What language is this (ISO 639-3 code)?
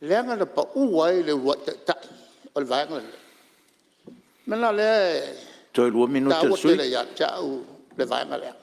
smo